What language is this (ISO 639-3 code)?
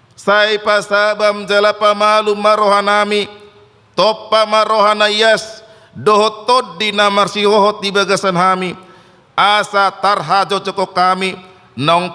bbc